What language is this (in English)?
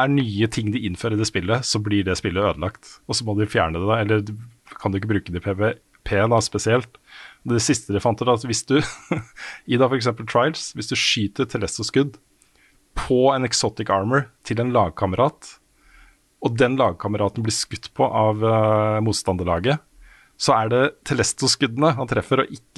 Norwegian